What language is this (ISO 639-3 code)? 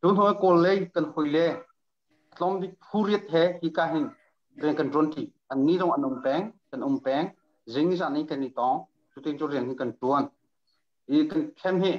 cnh